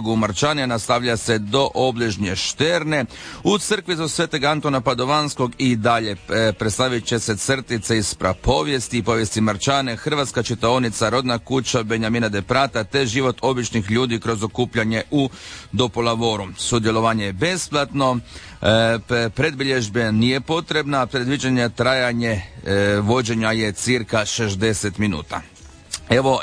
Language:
Croatian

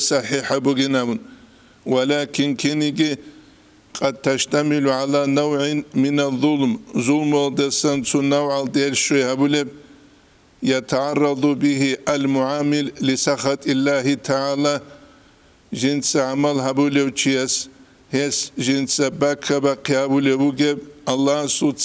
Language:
Avaric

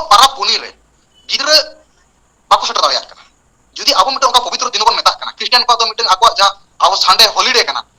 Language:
Santali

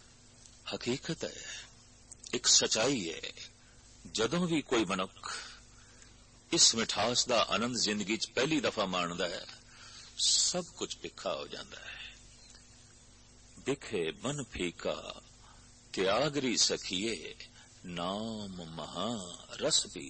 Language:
Punjabi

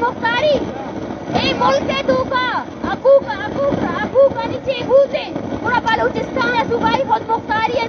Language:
Baluchi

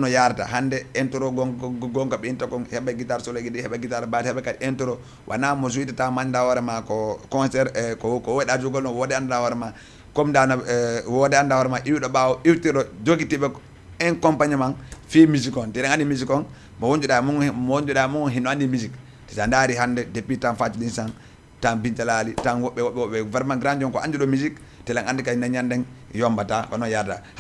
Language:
Fula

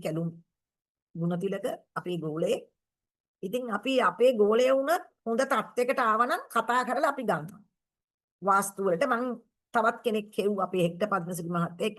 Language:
Sinhala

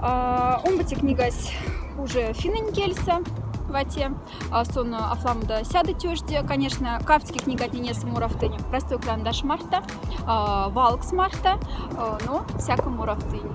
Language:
Moksha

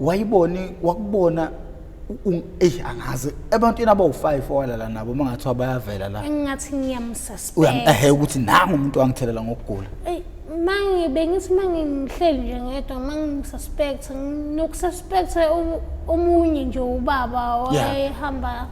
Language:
Zulu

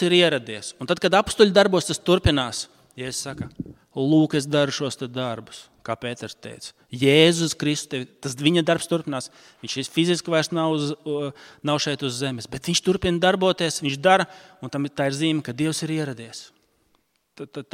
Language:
Latvian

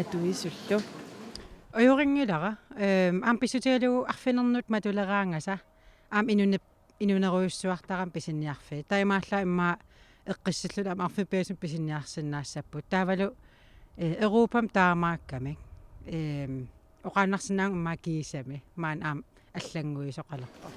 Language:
Kalaallisut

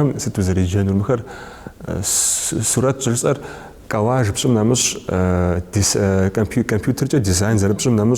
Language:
Kabardian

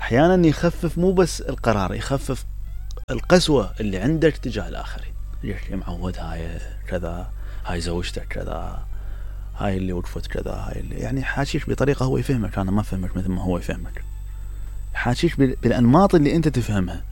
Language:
Mesopotamian Arabic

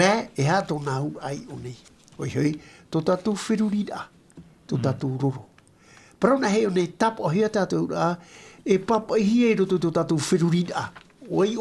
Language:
Tahitian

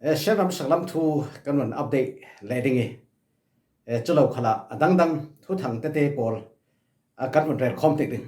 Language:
Falam Chin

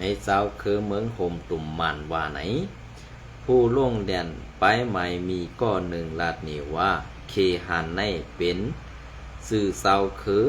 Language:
Shan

